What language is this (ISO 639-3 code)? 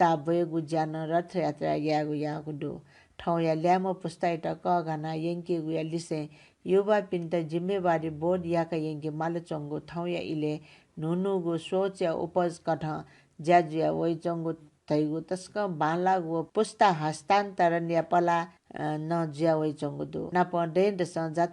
new